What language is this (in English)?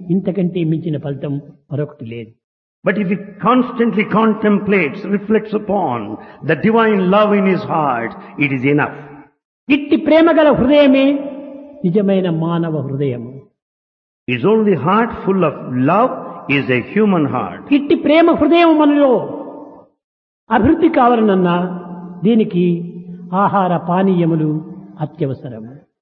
Telugu